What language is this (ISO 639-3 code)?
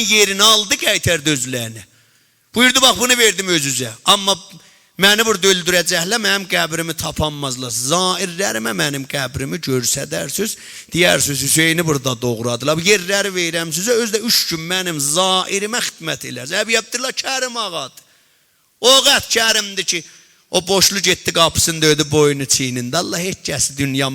azb